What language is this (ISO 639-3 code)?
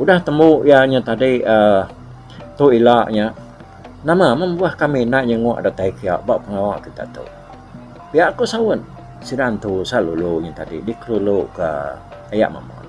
iba